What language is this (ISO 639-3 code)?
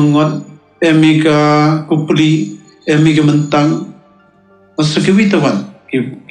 kha